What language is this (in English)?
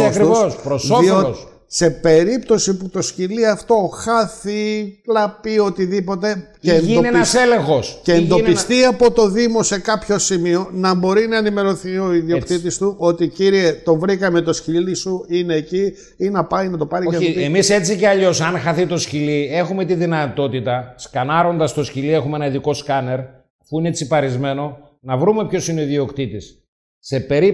Greek